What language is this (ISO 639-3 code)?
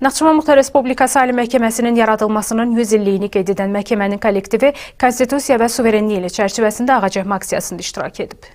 aze